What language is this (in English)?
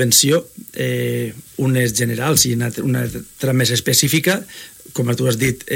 Catalan